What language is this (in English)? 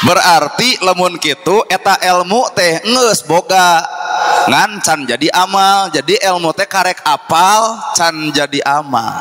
Sundanese